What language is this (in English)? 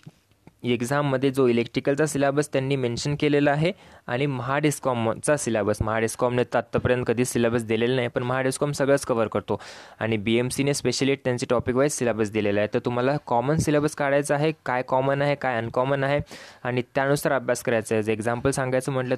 Marathi